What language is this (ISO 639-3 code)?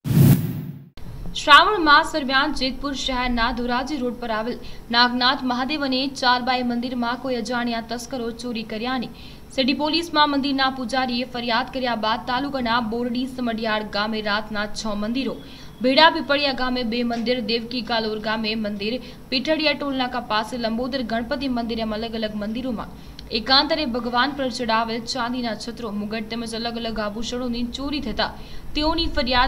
guj